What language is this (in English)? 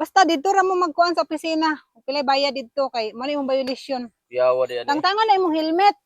Cebuano